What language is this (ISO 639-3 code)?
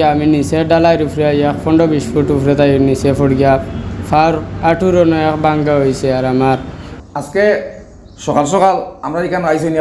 syl